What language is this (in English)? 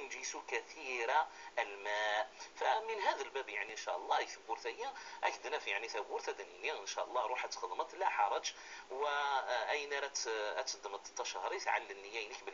Kabyle